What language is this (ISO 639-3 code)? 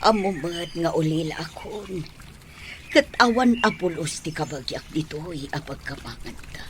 ilo